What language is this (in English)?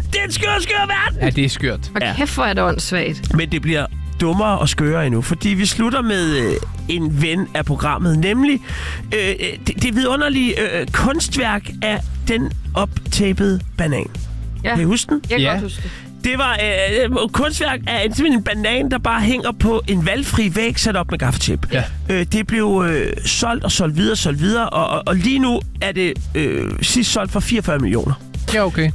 Danish